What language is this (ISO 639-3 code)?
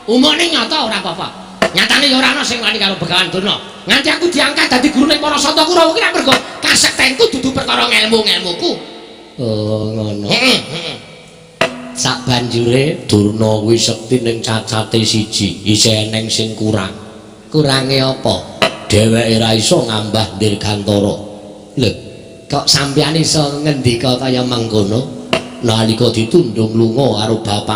jav